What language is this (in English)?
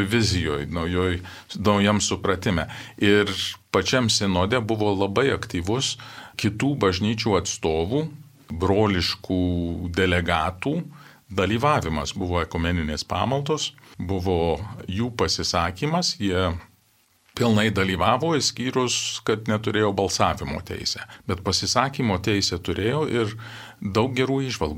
Lithuanian